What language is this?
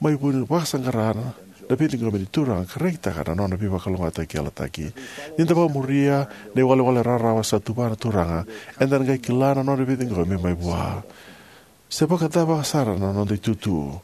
Fijian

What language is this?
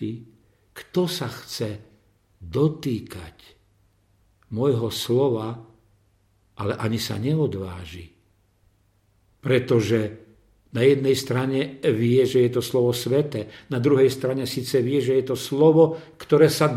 Slovak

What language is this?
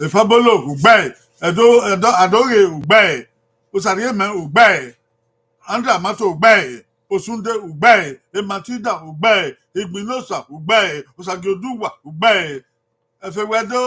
Bini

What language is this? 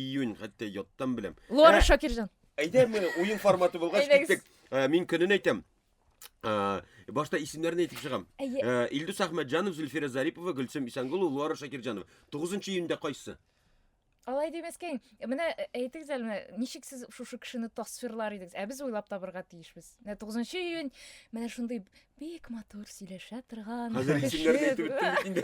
Tatar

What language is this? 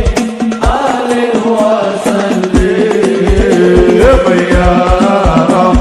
Arabic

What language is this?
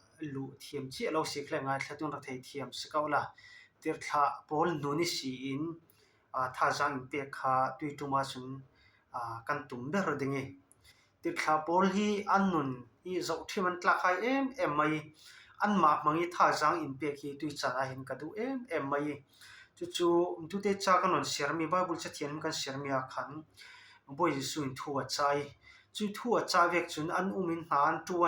Falam Chin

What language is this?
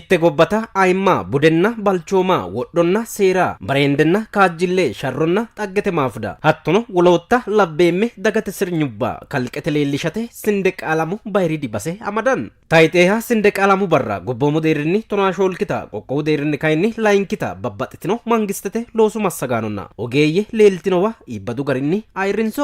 Sidamo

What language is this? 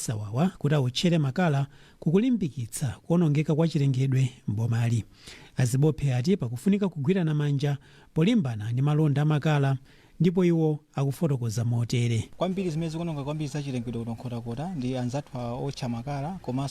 Nyanja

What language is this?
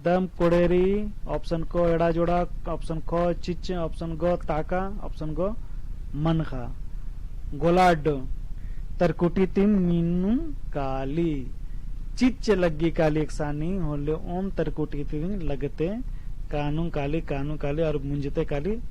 Kurukh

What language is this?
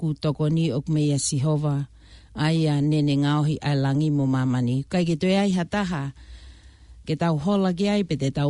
Tongan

